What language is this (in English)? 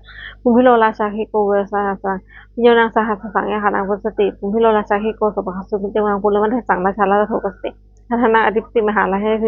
Pali